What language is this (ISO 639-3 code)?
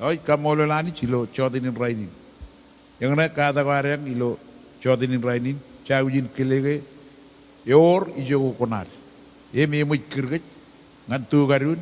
mah